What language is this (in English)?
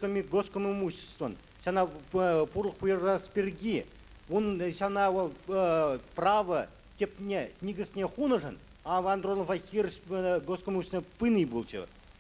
Chuvash